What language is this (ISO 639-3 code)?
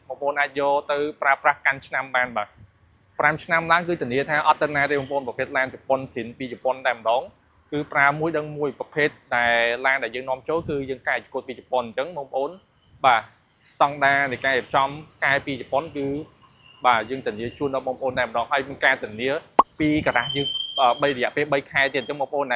khm